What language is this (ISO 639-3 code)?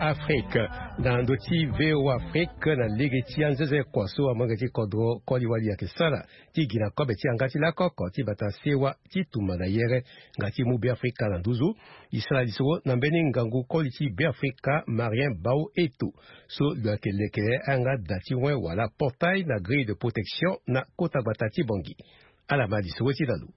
sag